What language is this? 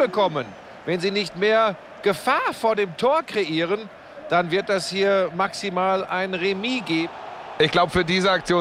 German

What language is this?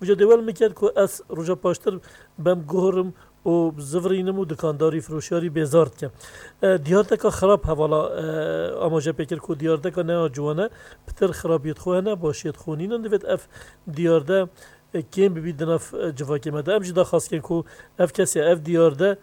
Kurdish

